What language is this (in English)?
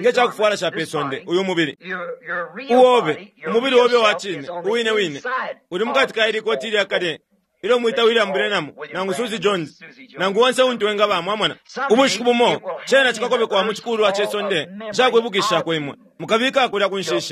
Bemba